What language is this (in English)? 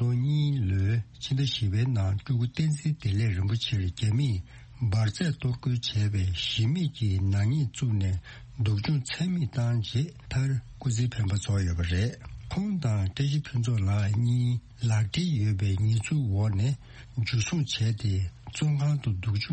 Tibetan